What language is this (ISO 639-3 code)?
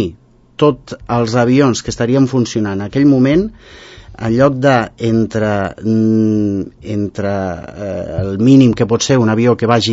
cat